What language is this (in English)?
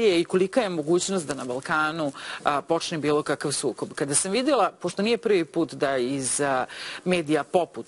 Serbian